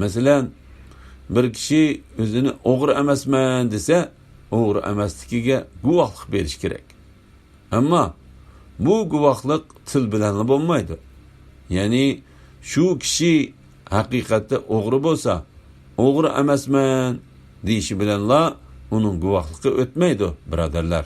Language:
Uyghur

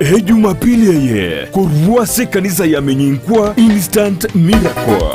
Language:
Gusii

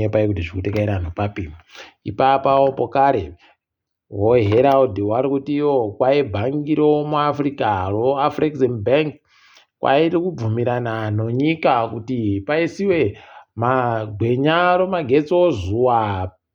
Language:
Ndau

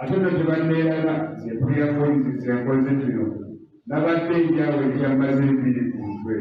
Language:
Ganda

